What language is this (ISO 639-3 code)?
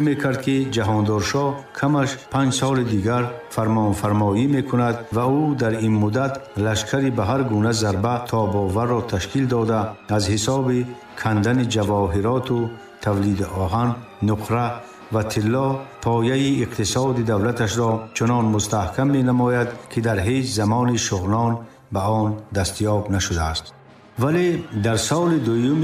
tgk